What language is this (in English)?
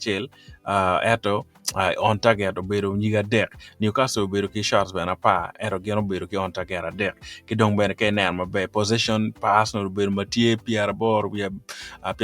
Acoli